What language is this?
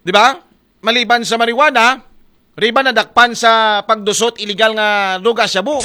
Aklanon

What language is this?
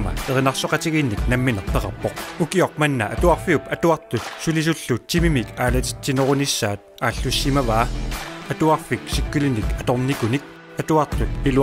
Kalaallisut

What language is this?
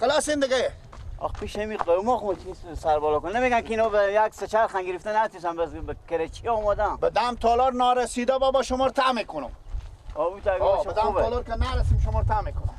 Persian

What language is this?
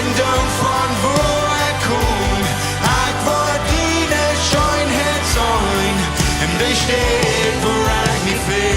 Plautdietsch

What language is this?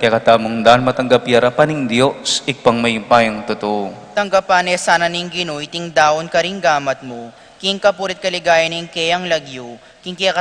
Pampanga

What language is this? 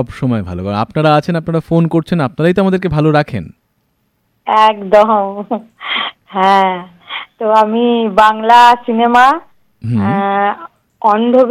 Bangla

